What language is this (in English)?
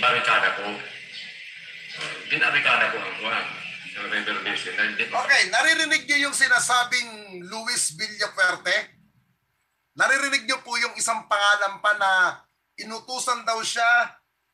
Filipino